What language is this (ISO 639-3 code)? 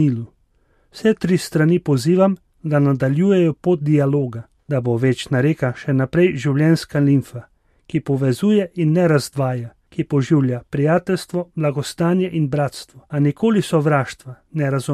slv